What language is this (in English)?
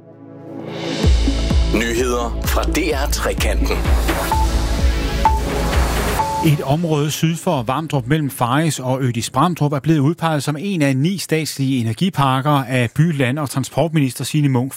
Danish